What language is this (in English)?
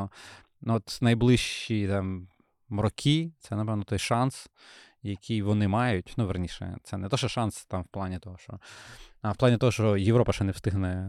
Ukrainian